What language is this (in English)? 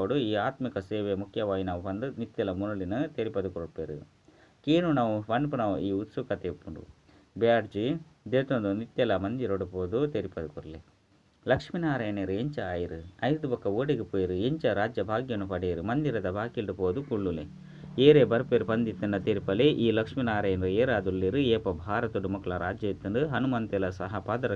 Tulu